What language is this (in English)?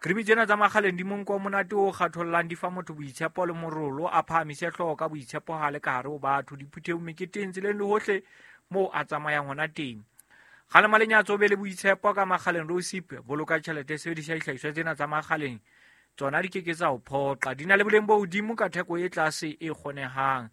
Southern Sotho